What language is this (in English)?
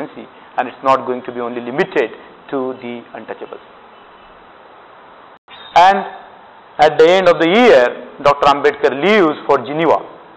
English